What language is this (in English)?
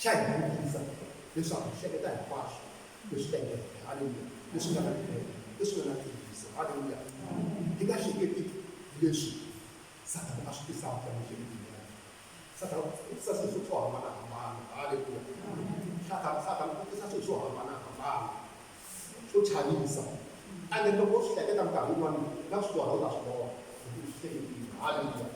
Tsonga